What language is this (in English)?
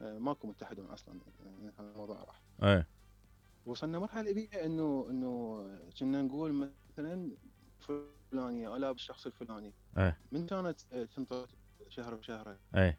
Mesopotamian Arabic